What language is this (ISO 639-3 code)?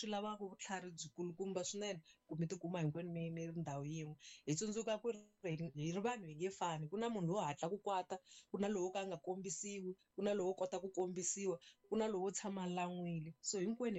tso